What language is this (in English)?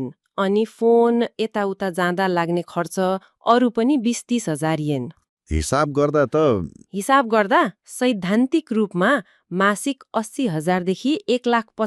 Nepali